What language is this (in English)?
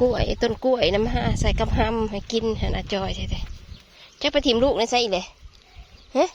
Northeastern Thai